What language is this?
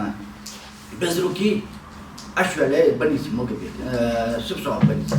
Ingush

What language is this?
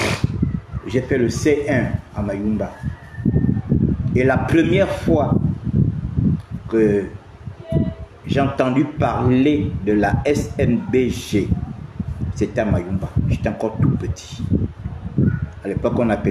French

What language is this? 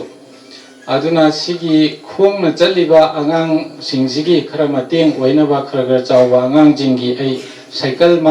Manipuri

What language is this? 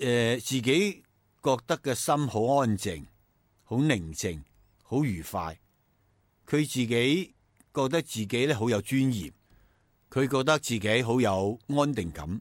Cantonese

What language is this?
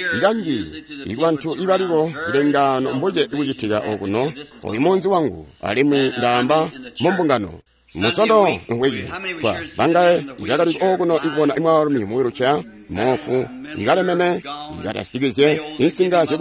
Tonga (Zambia)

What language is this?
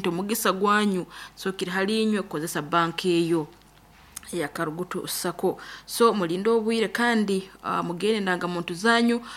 Nyoro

